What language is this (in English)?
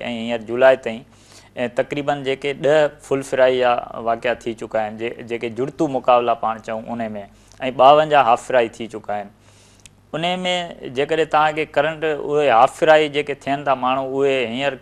Sindhi